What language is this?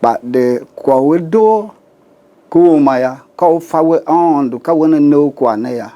Tiv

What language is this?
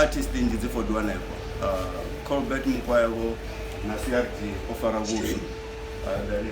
Venda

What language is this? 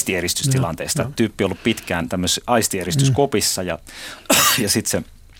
Finnish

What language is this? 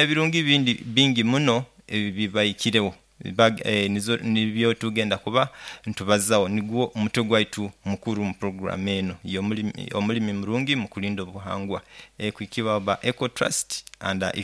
Nyoro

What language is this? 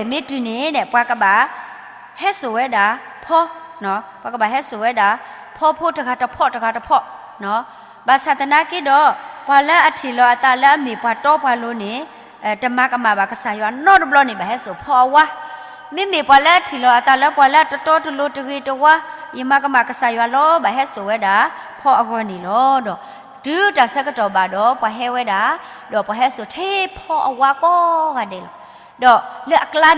S'gaw Karen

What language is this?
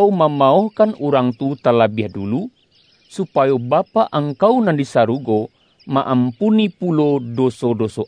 Minangkabau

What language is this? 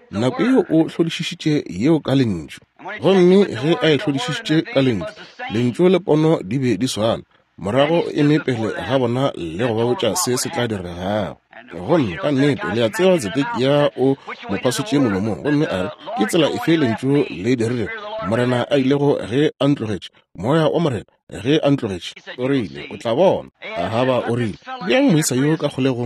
Northern Sotho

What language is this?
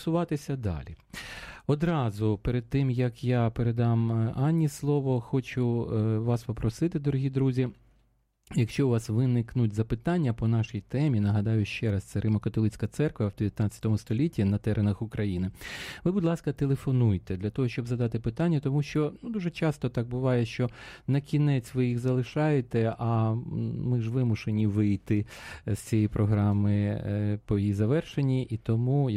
Ukrainian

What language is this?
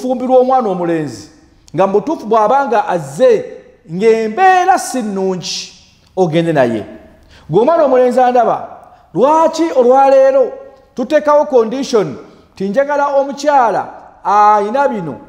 Ganda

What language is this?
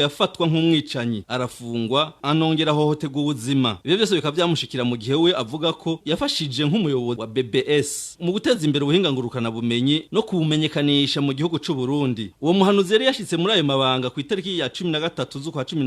Rundi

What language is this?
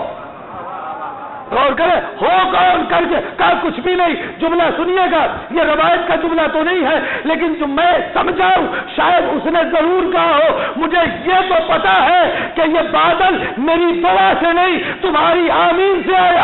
Urdu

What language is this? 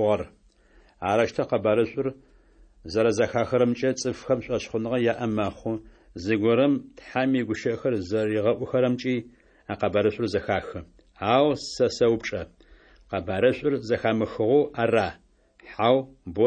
Adyghe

